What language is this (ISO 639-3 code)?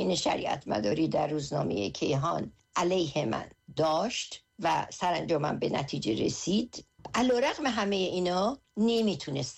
fas